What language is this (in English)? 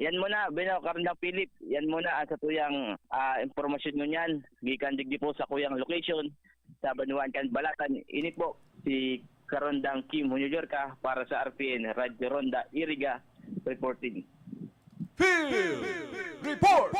Bikol